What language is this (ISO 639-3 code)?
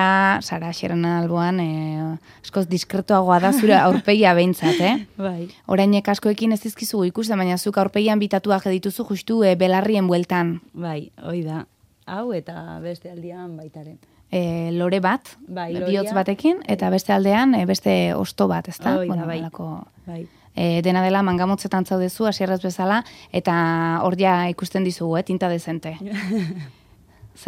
eus